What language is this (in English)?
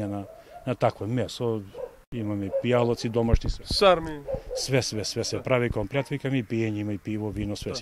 Macedonian